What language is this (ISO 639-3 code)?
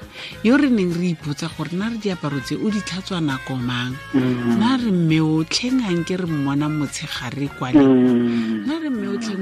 tsn